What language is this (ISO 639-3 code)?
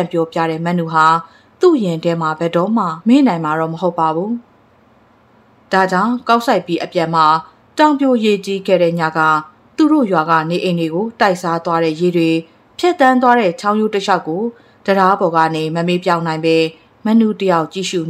mya